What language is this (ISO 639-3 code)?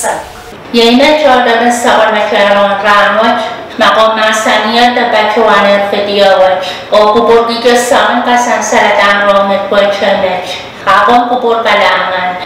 pon